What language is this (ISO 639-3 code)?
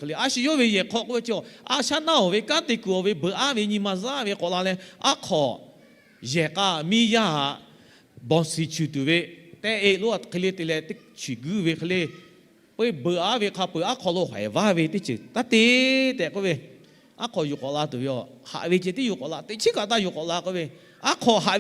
lhu